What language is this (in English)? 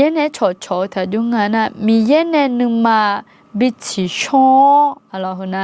Akha